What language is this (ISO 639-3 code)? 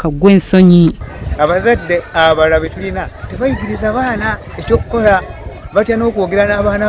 lug